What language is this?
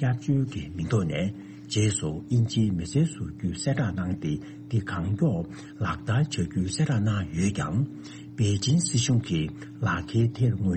Tibetan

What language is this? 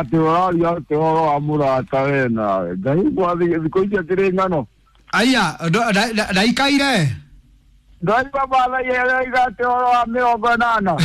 Kikuyu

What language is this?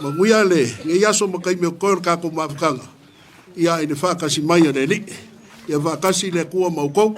Samoan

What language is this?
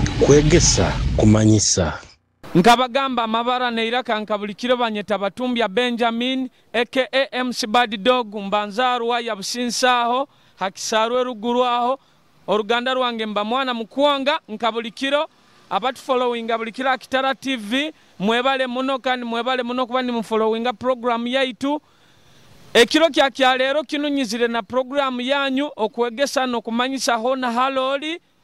Nyoro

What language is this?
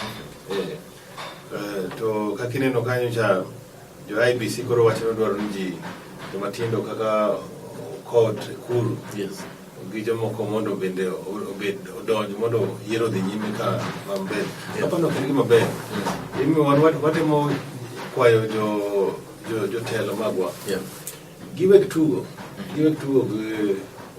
Luo (Kenya and Tanzania)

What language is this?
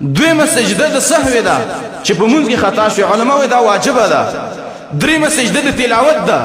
Pashto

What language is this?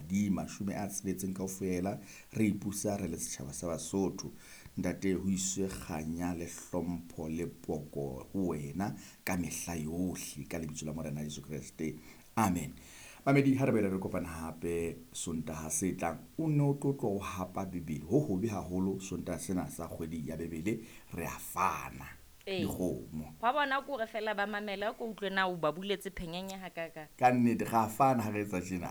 Southern Sotho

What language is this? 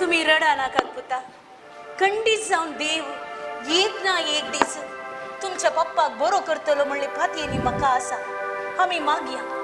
Konkani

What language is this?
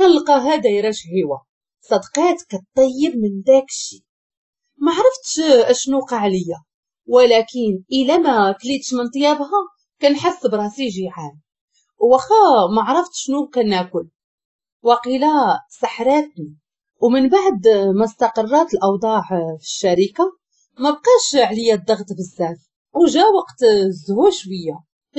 Moroccan Arabic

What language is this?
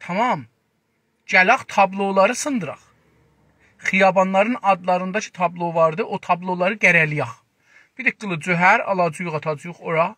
South Azerbaijani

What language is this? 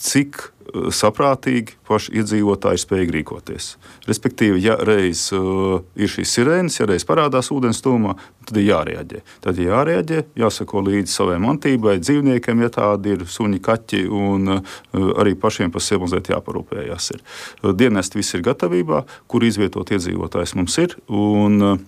Latvian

